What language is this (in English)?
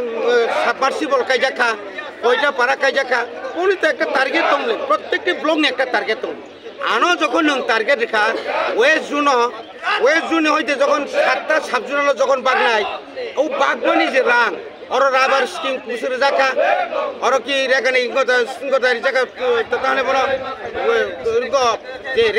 Kok Borok